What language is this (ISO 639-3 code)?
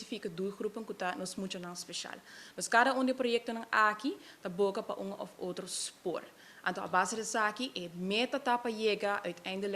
pap